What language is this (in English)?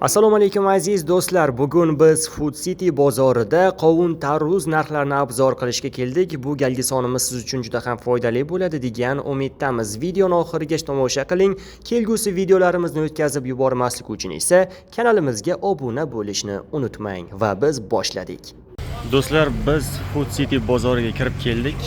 Uzbek